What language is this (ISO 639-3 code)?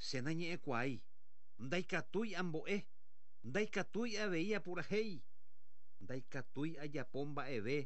grn